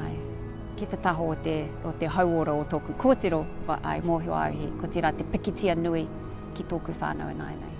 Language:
Māori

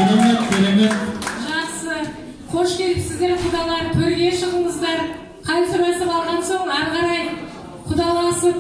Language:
Kazakh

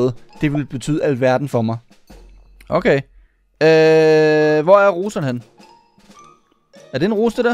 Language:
Danish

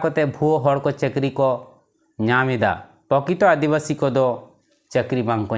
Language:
Santali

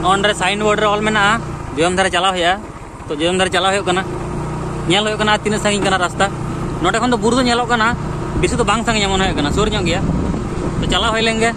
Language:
Santali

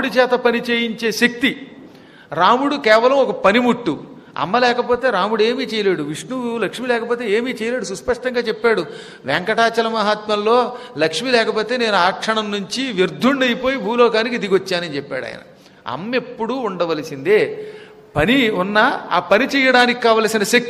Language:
Telugu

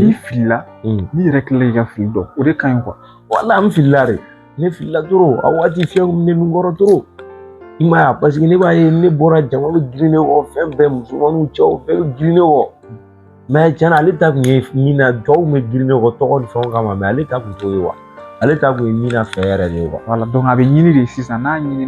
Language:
Bambara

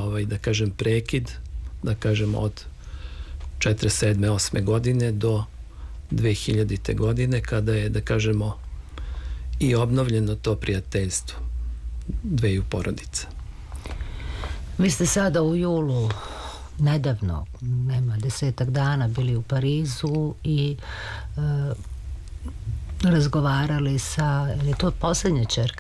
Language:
Serbian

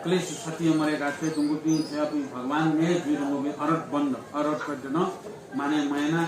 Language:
Newari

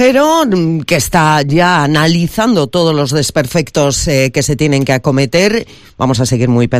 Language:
Spanish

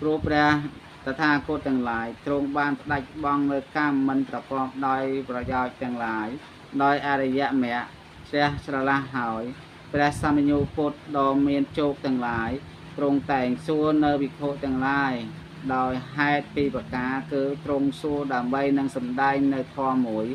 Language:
Khmer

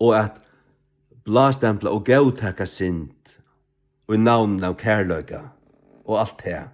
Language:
Faroese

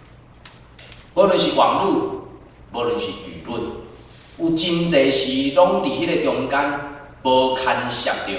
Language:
Min Nan Chinese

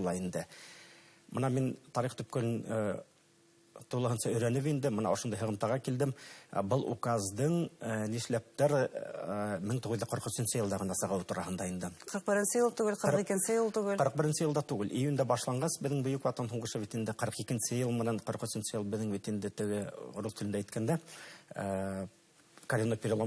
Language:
Bashkir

